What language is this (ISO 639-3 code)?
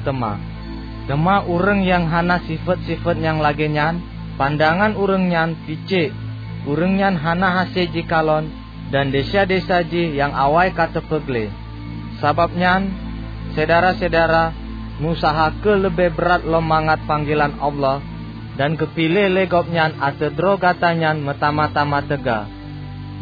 ace